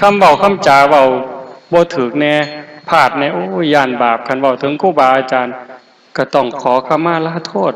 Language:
Northeastern Thai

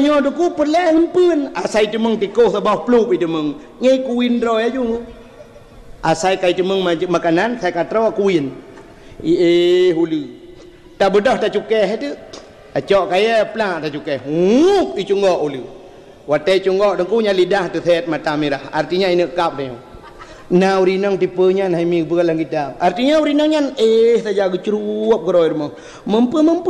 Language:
Achinese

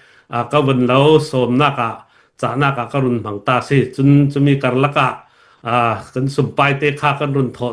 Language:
Hakha Chin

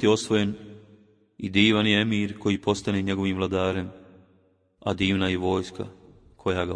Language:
Bosnian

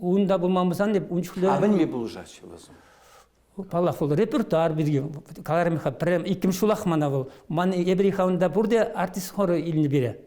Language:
Chuvash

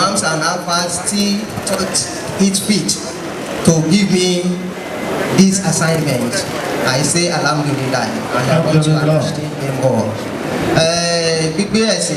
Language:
Yoruba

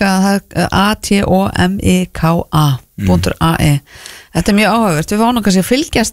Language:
Icelandic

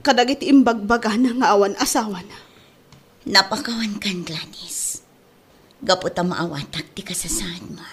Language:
Iloko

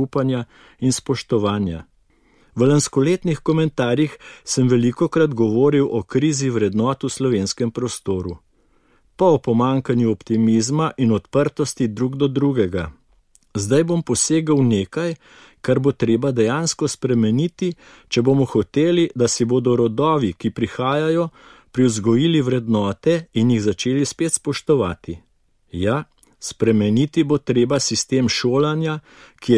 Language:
Slovenian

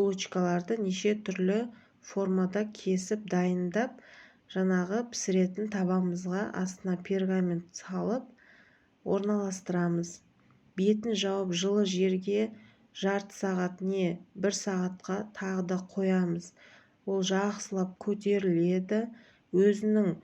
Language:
Kazakh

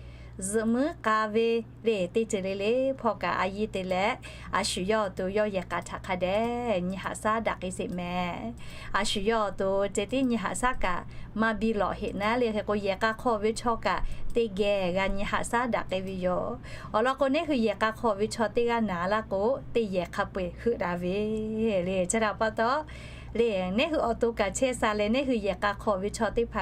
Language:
Lahu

